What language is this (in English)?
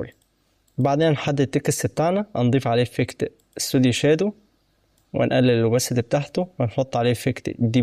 Egyptian Arabic